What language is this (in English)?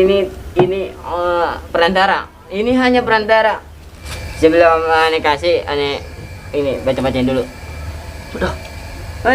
Betawi